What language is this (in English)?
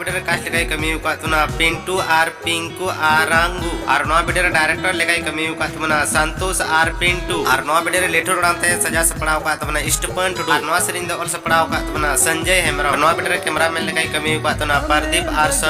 Santali